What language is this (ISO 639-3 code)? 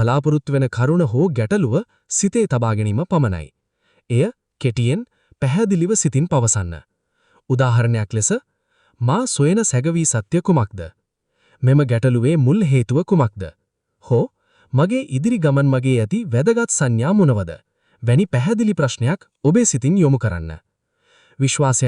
sin